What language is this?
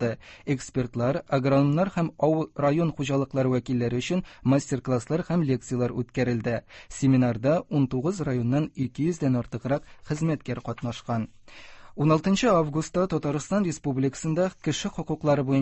Tatar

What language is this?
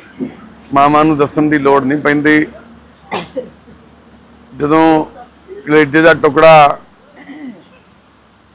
Punjabi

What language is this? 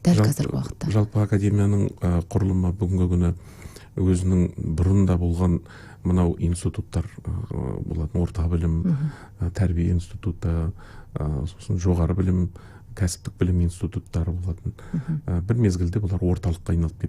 Kazakh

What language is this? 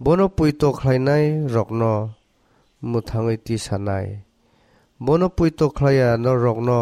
Kok Borok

